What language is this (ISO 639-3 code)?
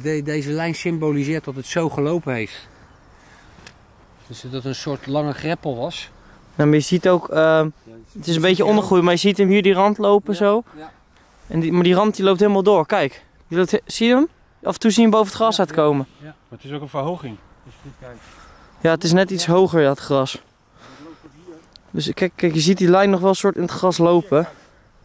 nld